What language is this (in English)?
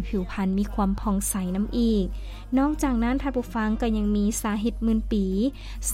Lao